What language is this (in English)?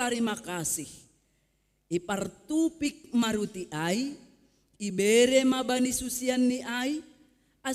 Batak Simalungun